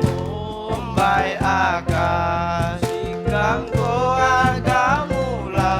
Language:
Musi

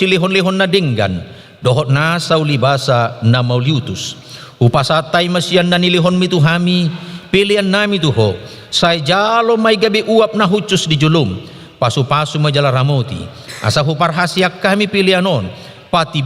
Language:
Batak Toba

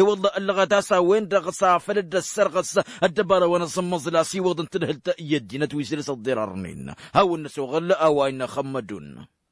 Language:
Tamasheq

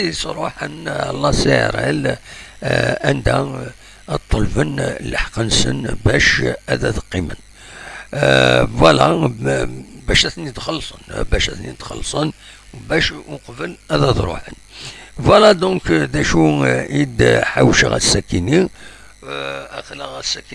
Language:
Kabyle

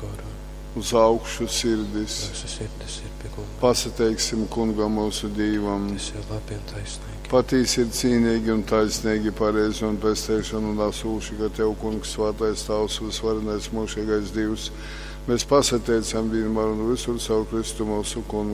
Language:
Latgalian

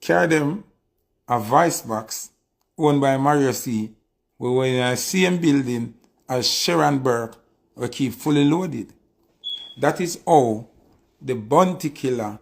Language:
Jamaican Creole English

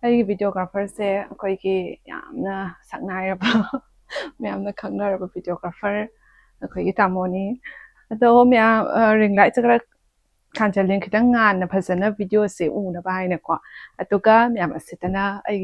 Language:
Manipuri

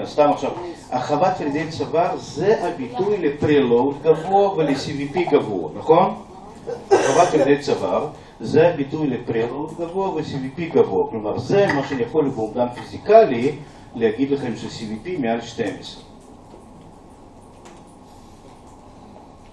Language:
Hebrew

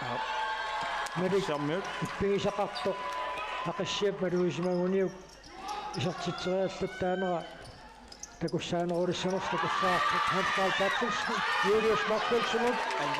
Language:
Kalaallisut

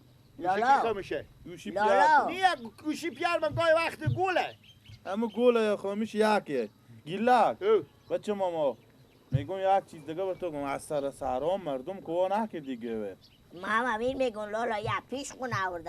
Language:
Persian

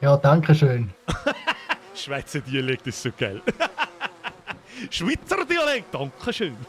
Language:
Bavarian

